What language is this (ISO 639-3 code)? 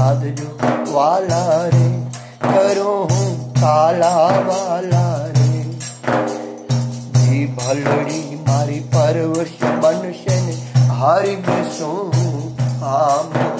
guj